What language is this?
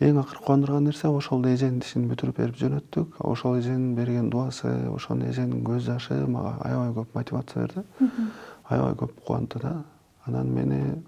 Kyrgyz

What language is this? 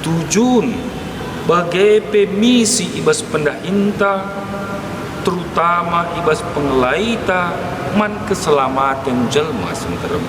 Batak Karo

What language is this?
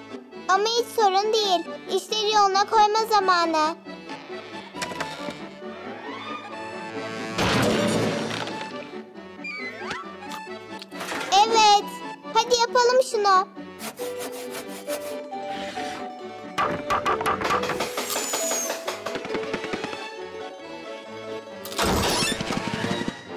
Turkish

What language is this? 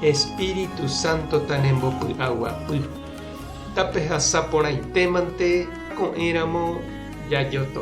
Guarani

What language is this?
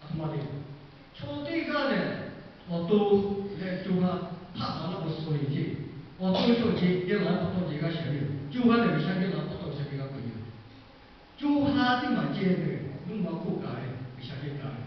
Lahu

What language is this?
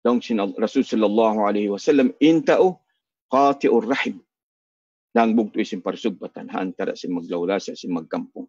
Tausug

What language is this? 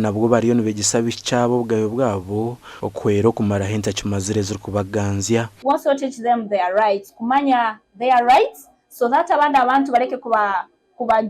Nyankole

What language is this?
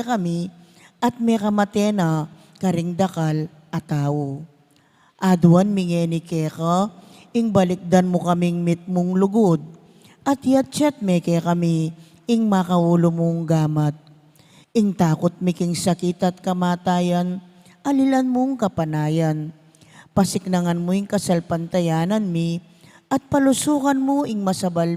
Pampanga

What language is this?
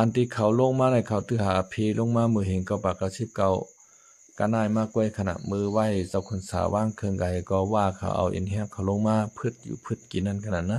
Shan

